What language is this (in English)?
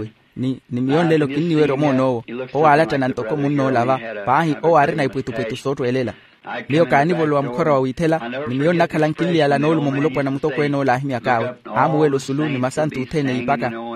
Makhuwa